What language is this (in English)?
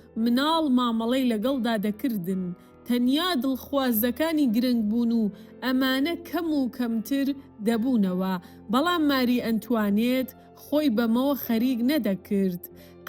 Central Kurdish